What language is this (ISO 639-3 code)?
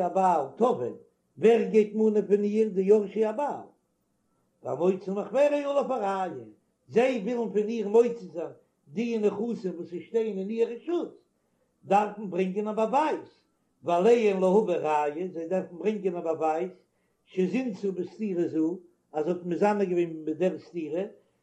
yid